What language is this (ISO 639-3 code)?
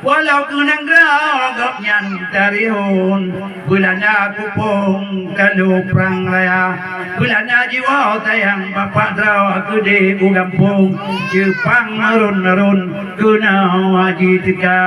ace